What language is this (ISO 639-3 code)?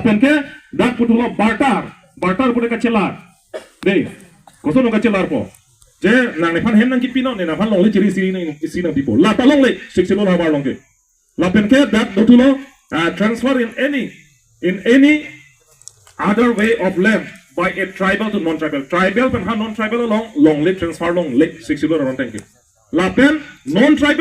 mjw